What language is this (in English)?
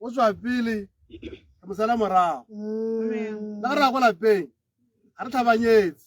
Tswana